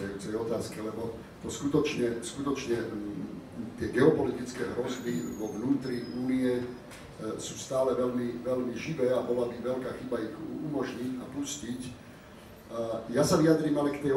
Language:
Slovak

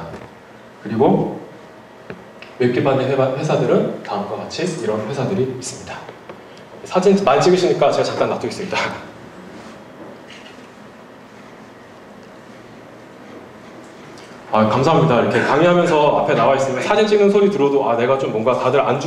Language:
Korean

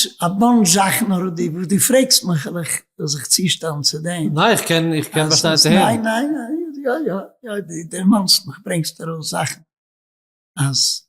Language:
Yiddish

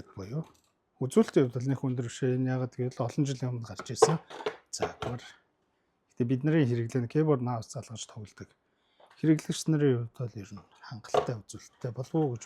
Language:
Mongolian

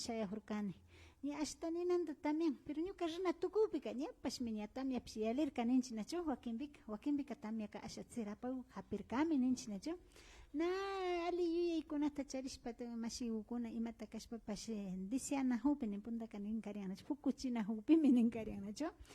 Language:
Imbabura Highland Quichua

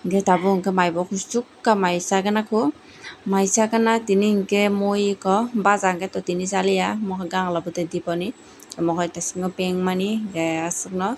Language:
Kok Borok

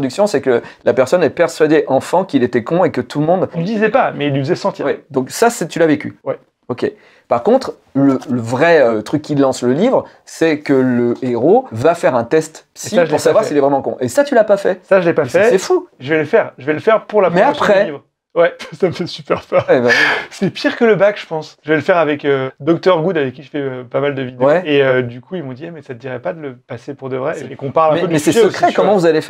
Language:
French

